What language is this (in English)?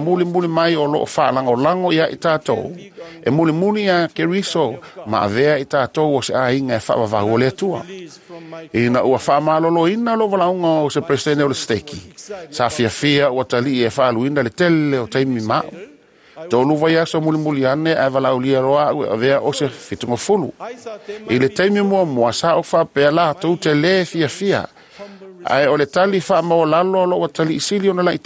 Samoan